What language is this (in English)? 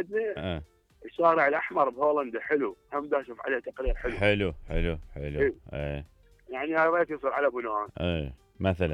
Mesopotamian Arabic